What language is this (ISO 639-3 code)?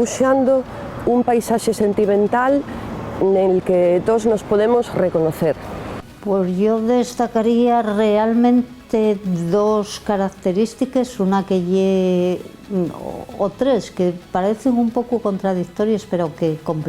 ast